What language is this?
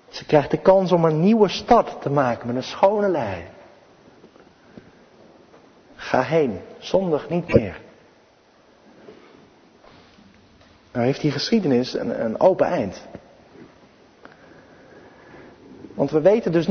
Dutch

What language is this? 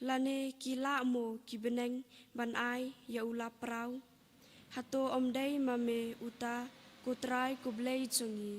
Khasi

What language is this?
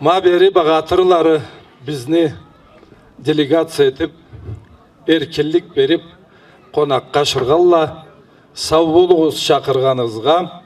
Karachay-Balkar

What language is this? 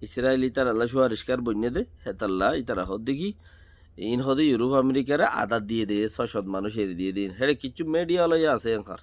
Rohingya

